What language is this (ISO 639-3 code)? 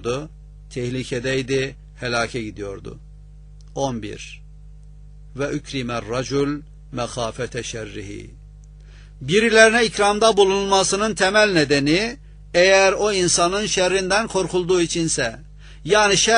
tur